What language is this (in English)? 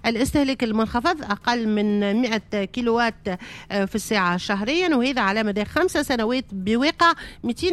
Tunisian Arabic